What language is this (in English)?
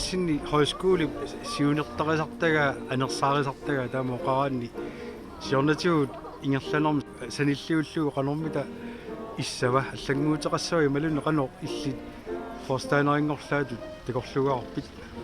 Kalaallisut